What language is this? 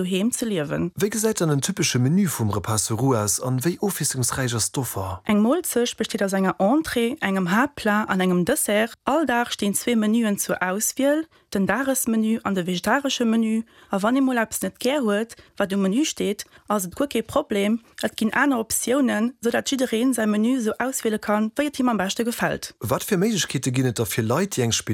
Luxembourgish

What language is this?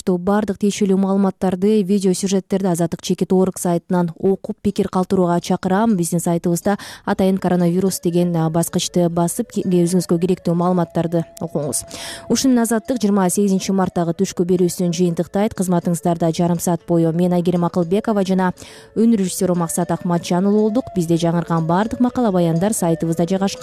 Kyrgyz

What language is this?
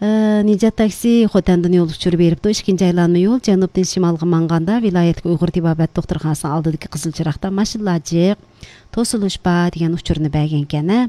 Uyghur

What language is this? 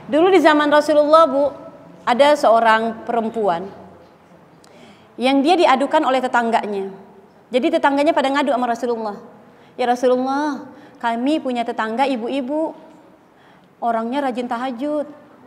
Indonesian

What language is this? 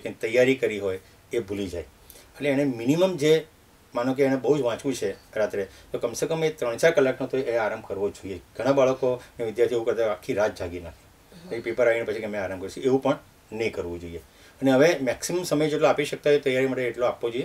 Gujarati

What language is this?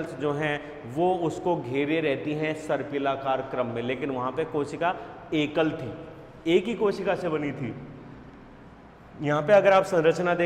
Hindi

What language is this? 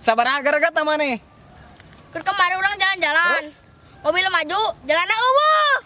Sundanese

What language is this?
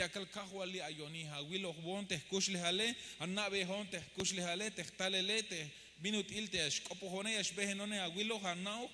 Tzeltal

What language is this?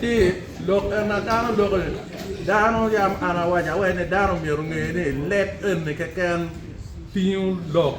Acoli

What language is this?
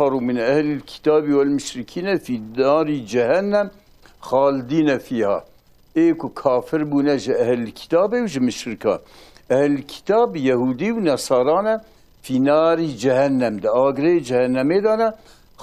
Kurdish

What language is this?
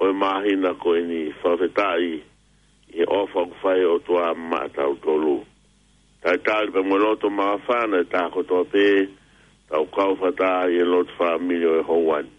Tongan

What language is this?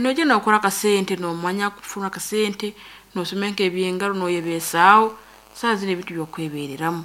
Nyankole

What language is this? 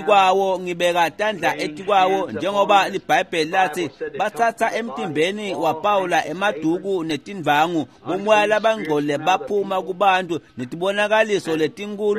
Swati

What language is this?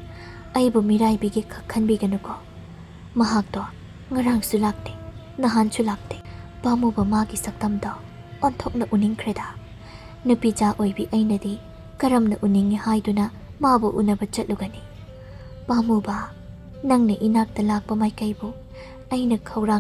Manipuri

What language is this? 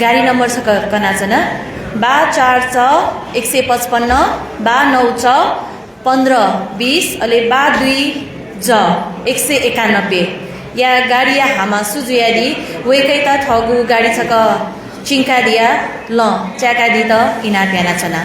Newari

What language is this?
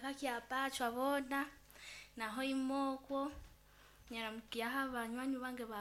Nyoro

